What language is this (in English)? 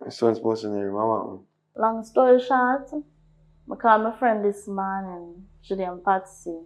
Jamaican Creole English